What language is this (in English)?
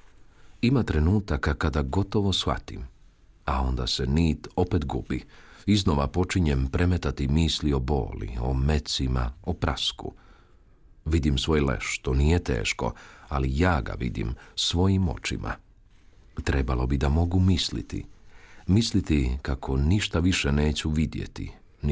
Croatian